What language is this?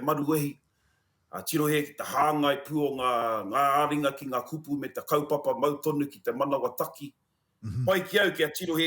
Māori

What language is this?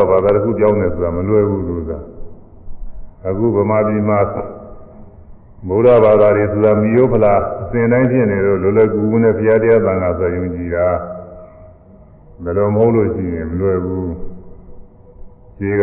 Burmese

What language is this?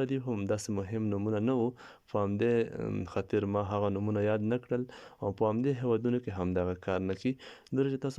Pashto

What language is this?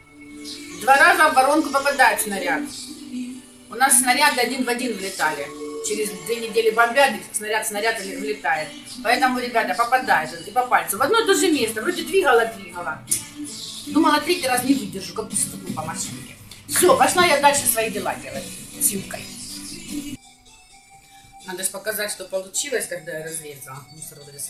Russian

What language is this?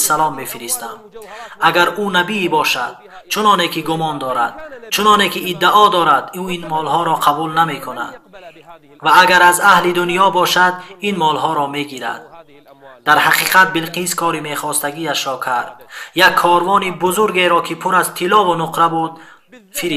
Tajik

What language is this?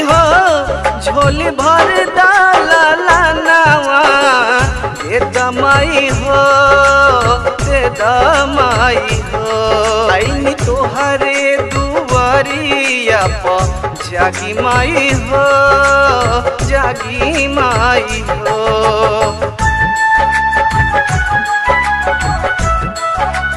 Bhojpuri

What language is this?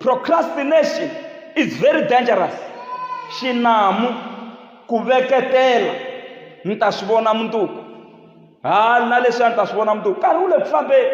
Tsonga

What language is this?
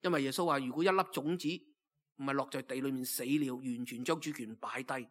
Cantonese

